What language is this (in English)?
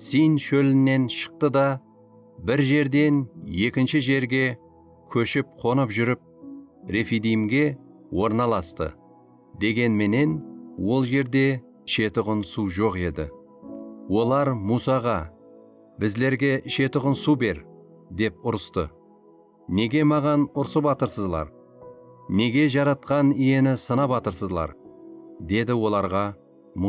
Kara-Kalpak